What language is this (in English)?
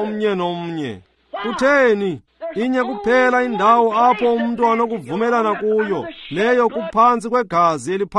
Xhosa